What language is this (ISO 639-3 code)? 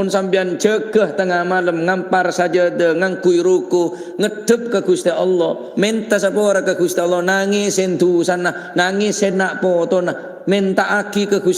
mad